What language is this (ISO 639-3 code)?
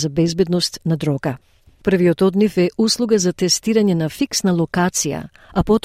mkd